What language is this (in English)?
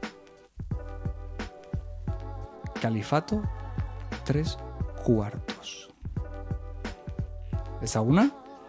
Basque